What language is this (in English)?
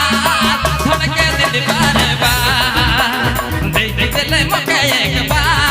Sadri